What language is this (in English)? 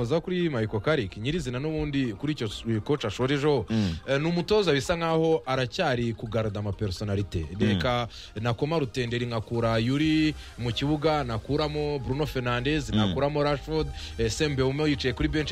Kinyarwanda